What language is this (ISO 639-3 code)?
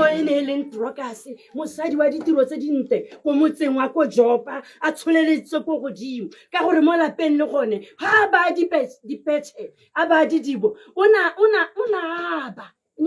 tsn